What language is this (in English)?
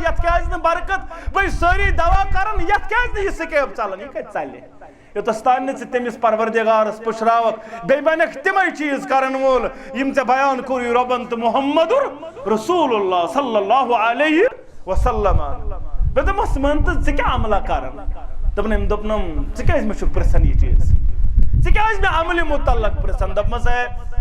Kashmiri